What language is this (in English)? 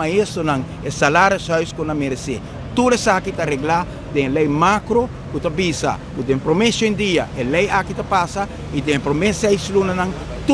Papiamento